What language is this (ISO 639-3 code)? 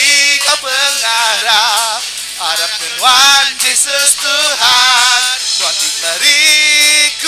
iba